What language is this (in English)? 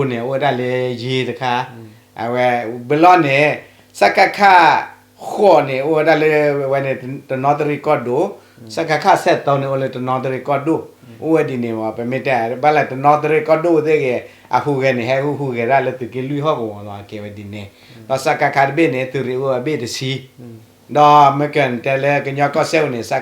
S'gaw Karen